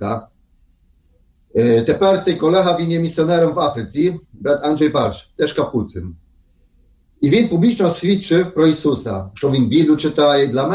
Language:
Ukrainian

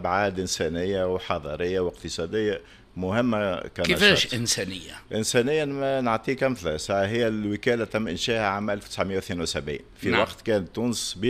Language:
Tunisian Arabic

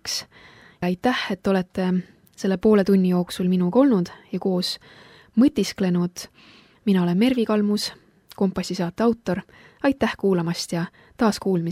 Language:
Estonian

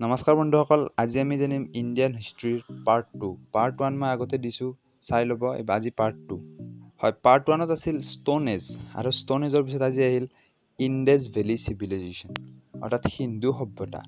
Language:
Assamese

